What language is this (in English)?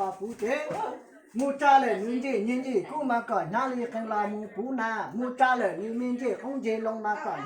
Hmong